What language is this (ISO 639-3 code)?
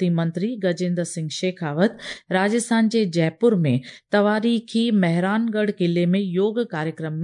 snd